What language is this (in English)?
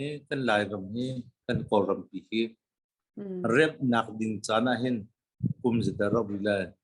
Hakha Chin